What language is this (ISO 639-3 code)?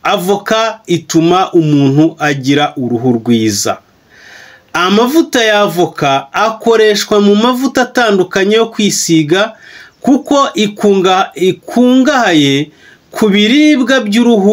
kin